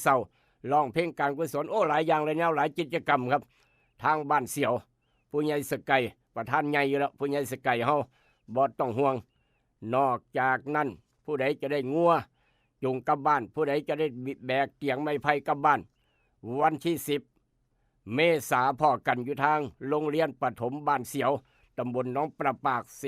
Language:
Northeastern Thai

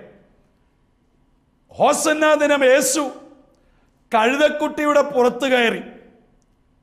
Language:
Malayalam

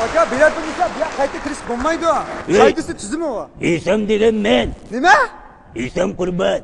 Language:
Uyghur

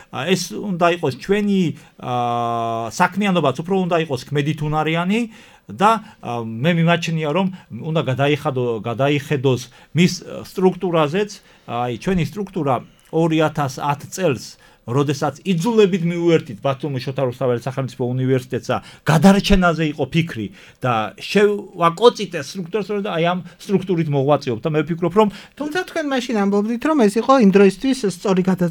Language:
Georgian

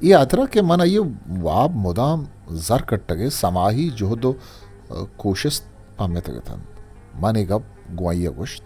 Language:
Eastern Balochi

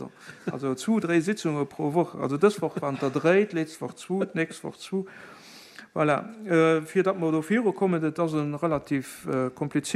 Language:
Luxembourgish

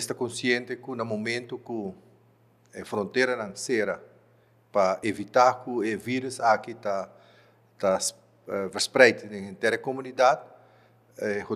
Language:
Papiamento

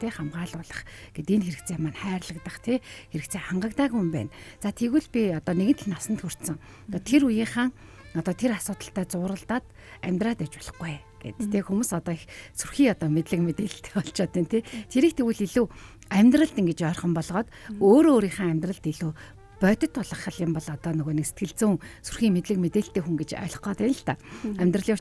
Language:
Mongolian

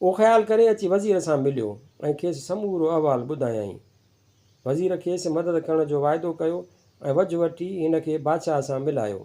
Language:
Sindhi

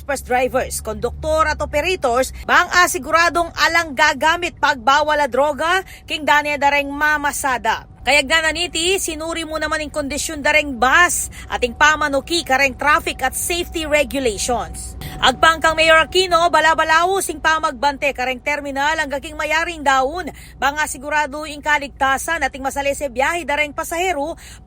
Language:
Pampanga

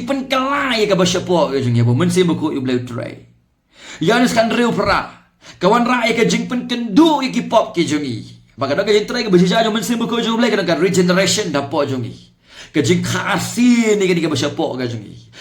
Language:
Khasi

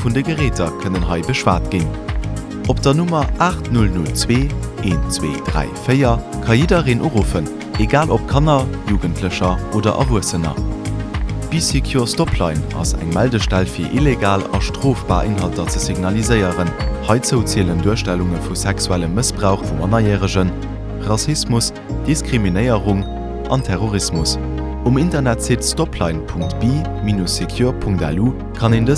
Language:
Luxembourgish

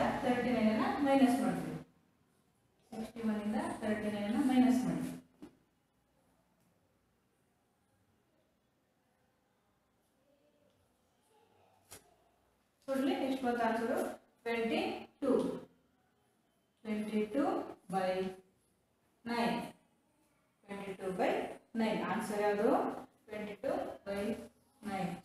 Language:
Kannada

